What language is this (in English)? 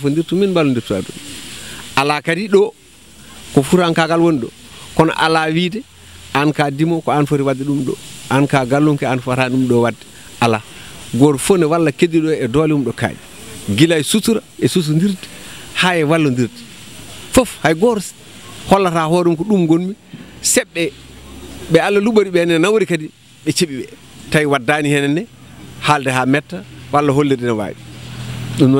Fula